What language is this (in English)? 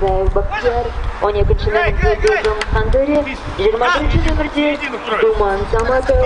Kazakh